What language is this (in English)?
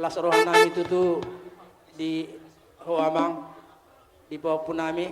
Batak Toba